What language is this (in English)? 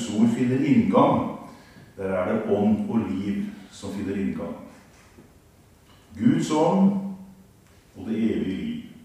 Norwegian